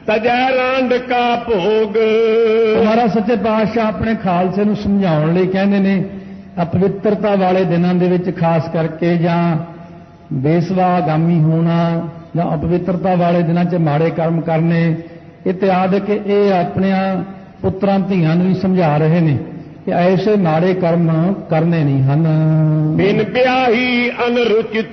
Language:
Punjabi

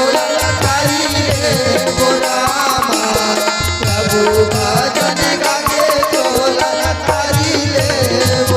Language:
Chhattisgarhi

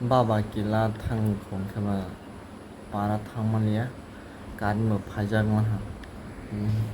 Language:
Kok Borok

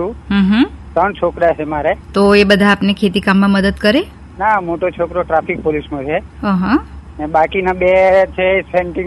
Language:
Gujarati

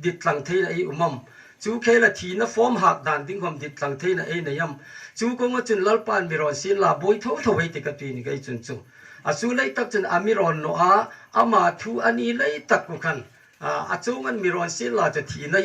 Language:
Hmar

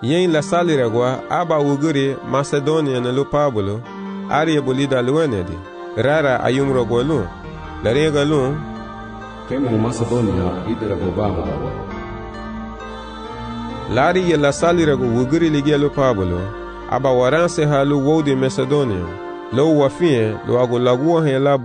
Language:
Garifuna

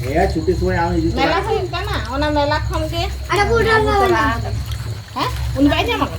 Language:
Santali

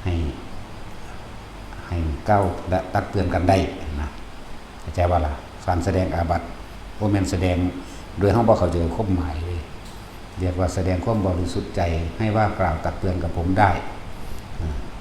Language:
Northeastern Thai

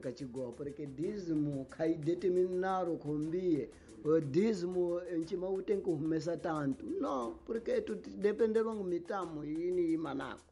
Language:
Tsonga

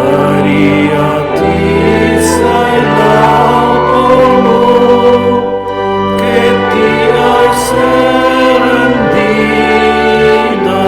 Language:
Romansh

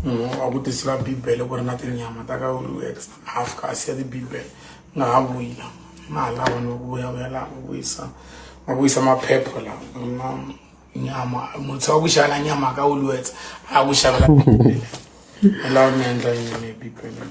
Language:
Tsonga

